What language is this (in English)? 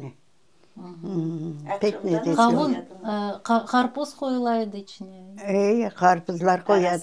Crimean Tatar